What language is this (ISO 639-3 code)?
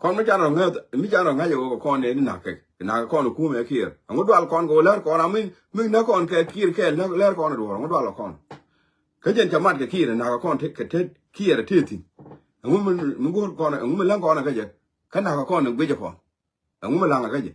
nus